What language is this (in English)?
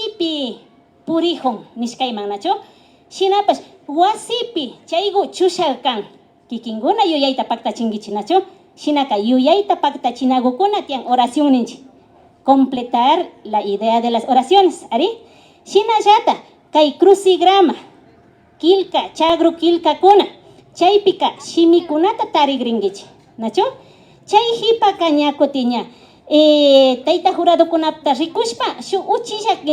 Imbabura Highland Quichua